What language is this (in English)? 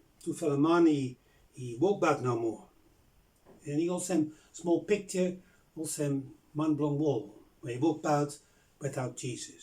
Bislama